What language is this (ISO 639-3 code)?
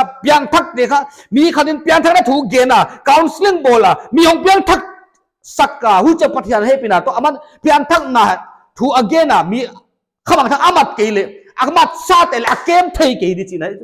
pck